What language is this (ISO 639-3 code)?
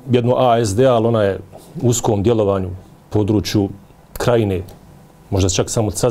bos